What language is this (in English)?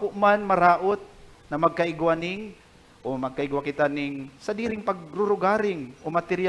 Bikol